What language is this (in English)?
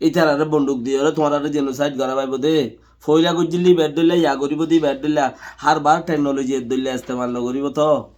Rohingya